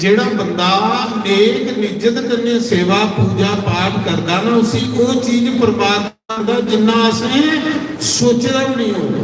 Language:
Dogri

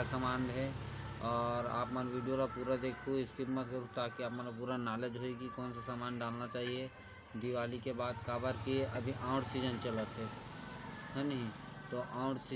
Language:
Chhattisgarhi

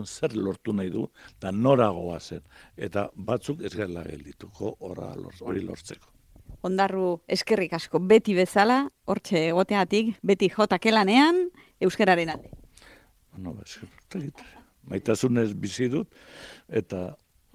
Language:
Basque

